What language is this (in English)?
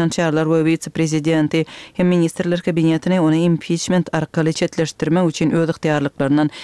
Kyrgyz